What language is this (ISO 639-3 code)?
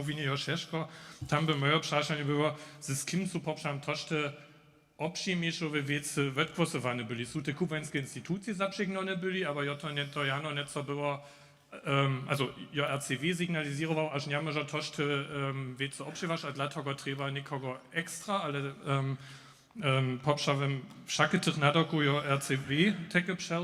hsb